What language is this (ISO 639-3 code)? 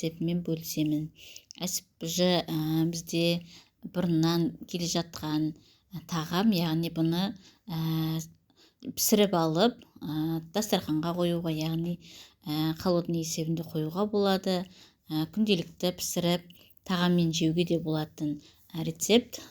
kaz